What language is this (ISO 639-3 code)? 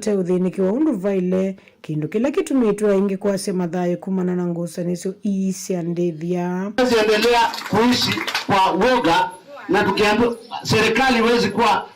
kam